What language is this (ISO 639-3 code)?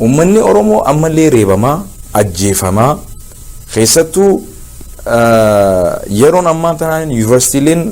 orm